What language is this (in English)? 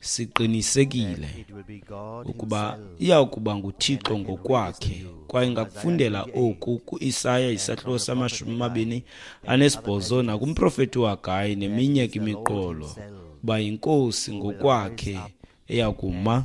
Xhosa